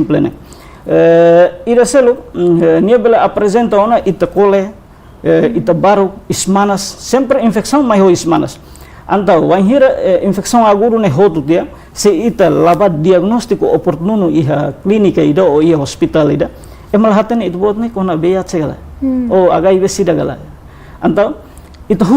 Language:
Tetum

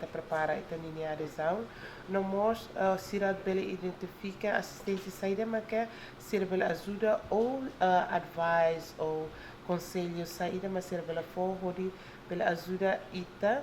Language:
Tetum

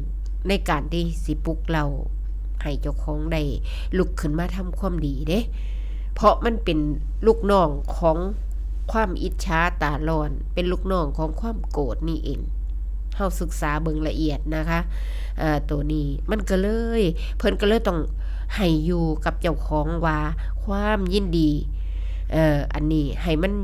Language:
Northeastern Thai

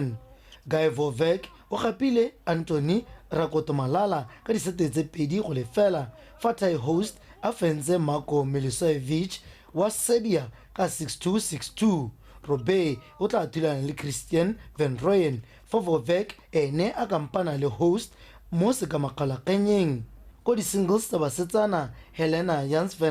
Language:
Tswana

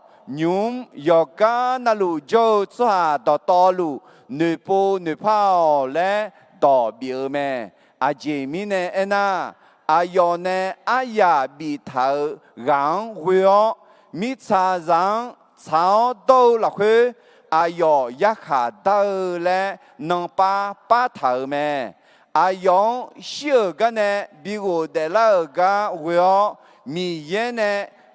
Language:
Akha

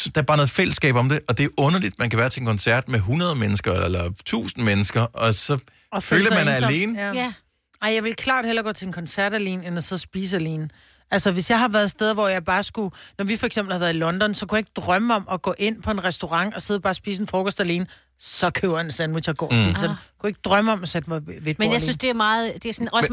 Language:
Danish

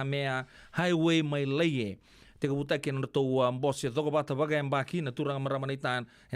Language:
Fijian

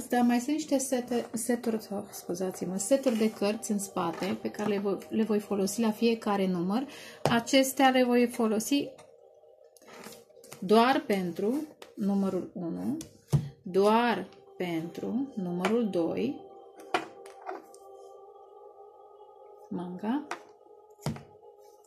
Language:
Romanian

